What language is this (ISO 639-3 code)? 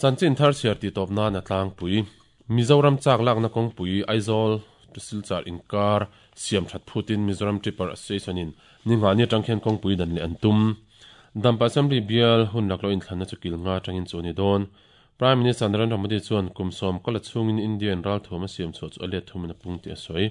lus